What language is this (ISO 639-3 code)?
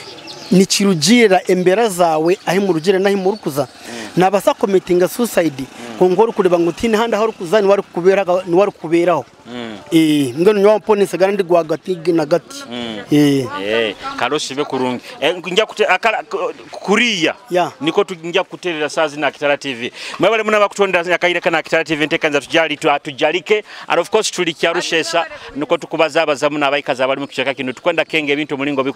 nyo